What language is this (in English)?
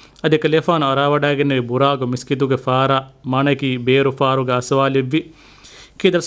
Divehi